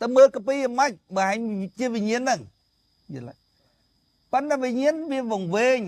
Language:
Khmer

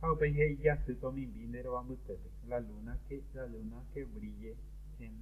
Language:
Guarani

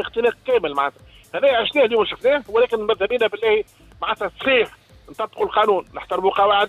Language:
Tunisian Arabic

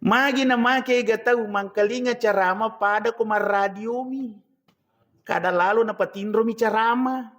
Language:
Buginese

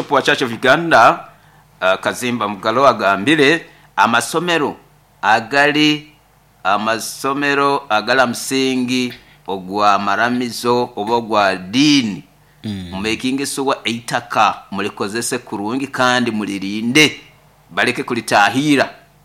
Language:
Nyoro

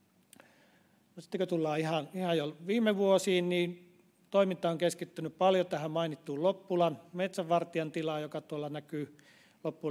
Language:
Finnish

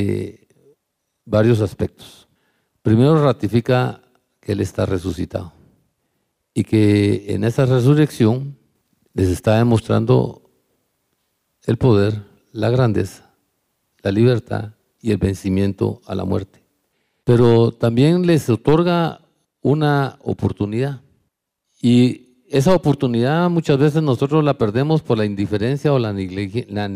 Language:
Spanish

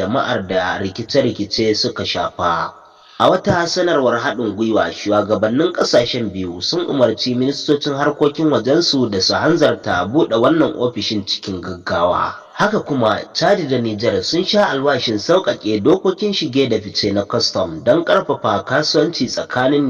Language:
Hausa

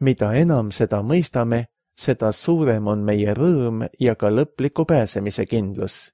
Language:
Estonian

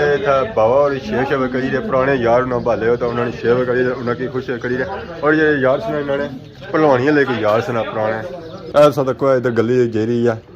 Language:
Pahari-Potwari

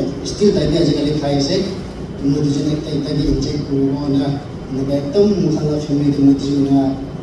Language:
Naga Pidgin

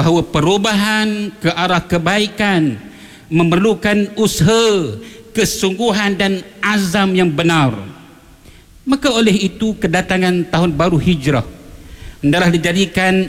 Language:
Malay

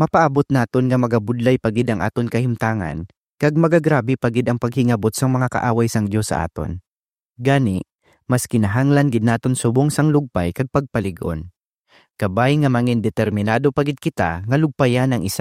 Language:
Hiligaynon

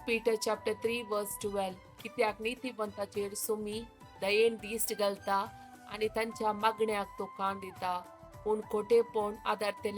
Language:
Konkani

